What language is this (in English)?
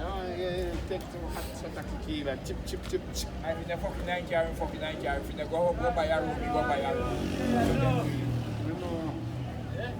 Jamaican Creole English